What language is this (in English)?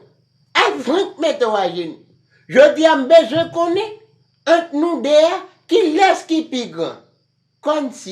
Haitian Creole